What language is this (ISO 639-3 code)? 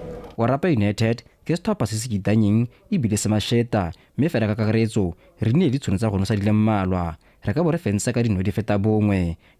tsn